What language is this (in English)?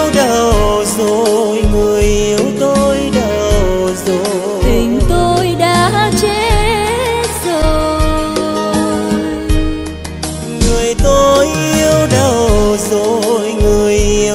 Vietnamese